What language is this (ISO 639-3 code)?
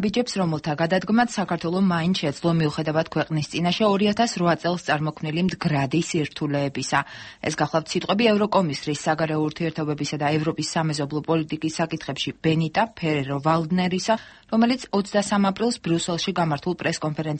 kat